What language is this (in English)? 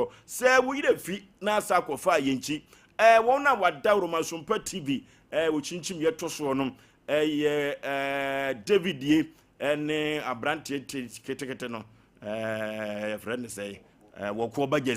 Akan